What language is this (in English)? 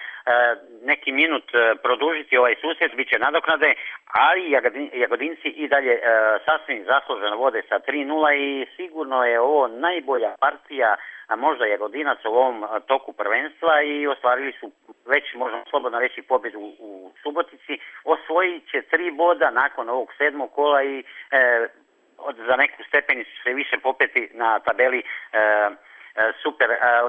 Serbian